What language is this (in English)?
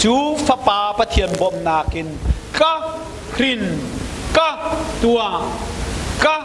Hakha Chin